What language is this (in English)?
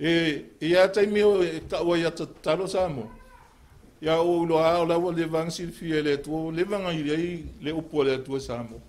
Samoan